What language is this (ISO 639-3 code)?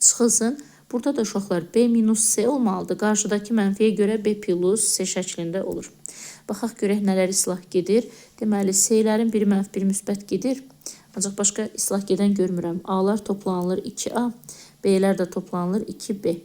aze